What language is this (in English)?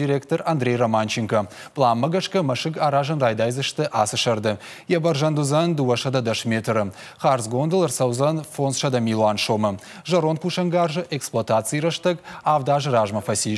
Ossetic